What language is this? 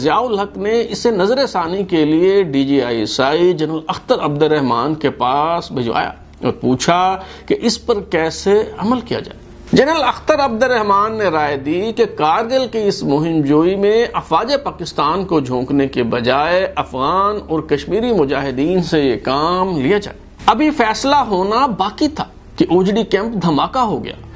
Urdu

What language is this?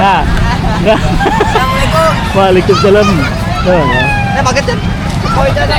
Banjar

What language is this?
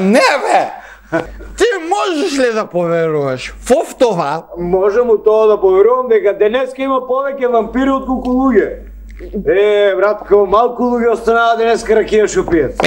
Macedonian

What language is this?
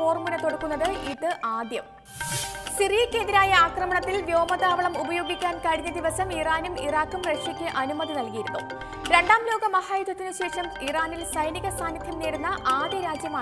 Malayalam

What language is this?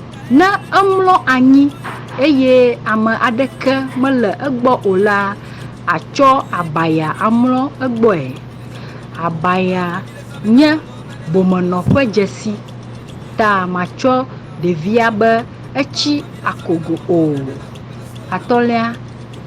Ewe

